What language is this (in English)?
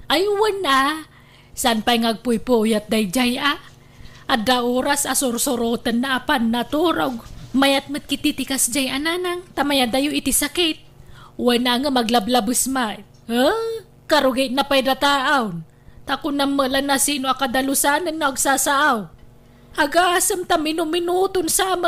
Iloko